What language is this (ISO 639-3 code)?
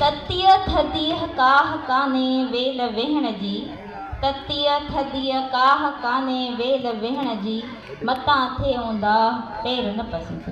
snd